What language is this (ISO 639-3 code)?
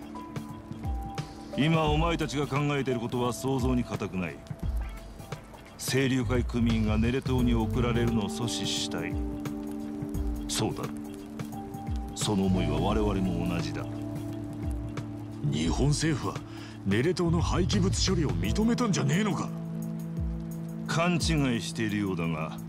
jpn